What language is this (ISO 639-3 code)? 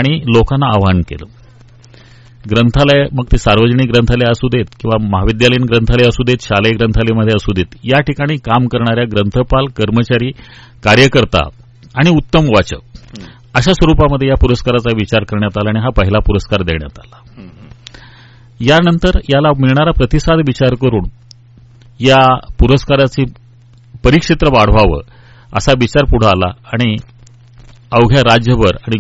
mar